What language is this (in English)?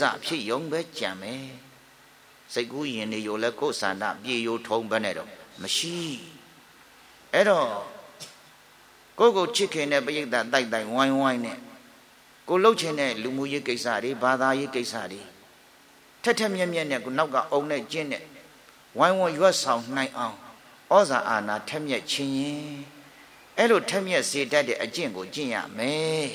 Burmese